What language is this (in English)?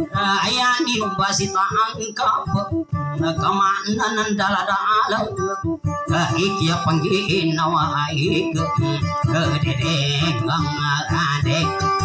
Maguindanaon